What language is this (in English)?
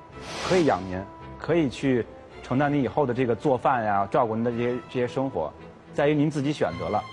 Chinese